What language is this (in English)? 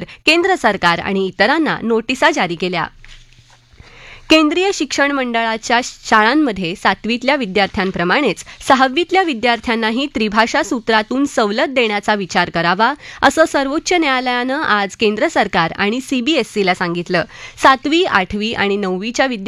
Marathi